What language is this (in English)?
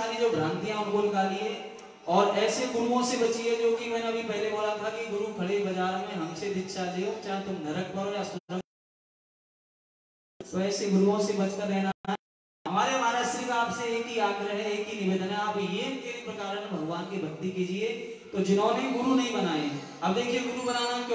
Hindi